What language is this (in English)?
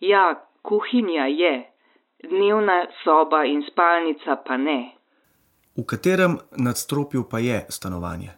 Slovenian